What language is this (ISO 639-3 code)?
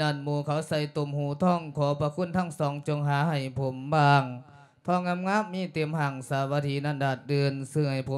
lao